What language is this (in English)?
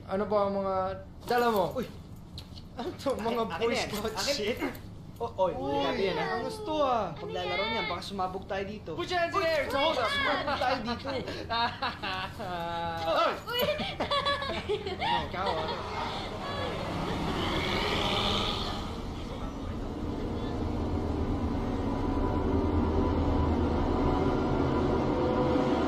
Filipino